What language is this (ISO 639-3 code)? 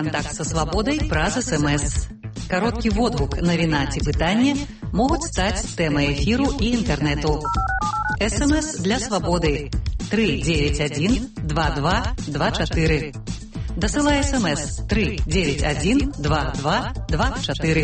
bel